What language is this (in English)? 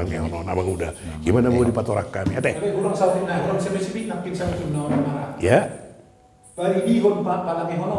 Batak Toba